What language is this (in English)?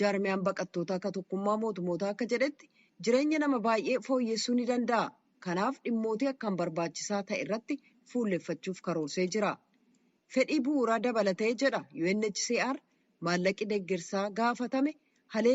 Oromo